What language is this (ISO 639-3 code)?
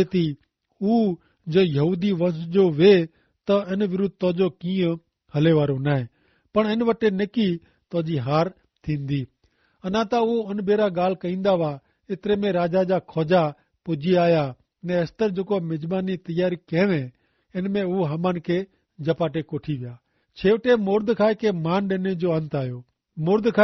kfr